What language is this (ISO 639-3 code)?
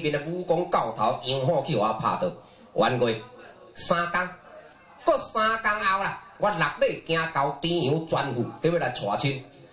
nan